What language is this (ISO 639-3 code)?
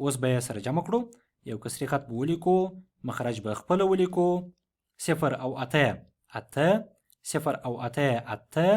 pus